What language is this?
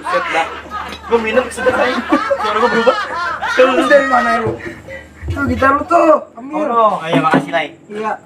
Betawi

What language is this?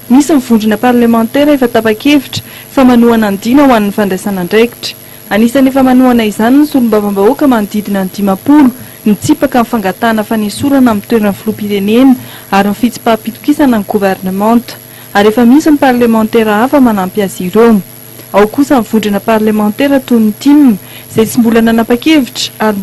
Malagasy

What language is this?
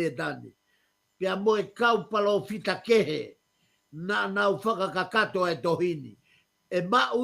Tongan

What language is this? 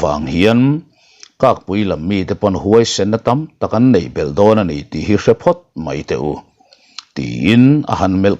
Mizo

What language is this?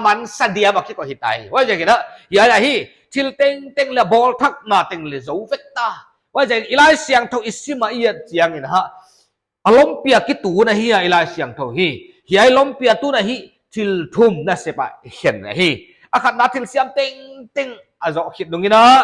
Paite Chin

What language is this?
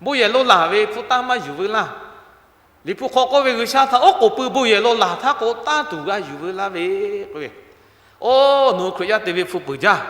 Lahu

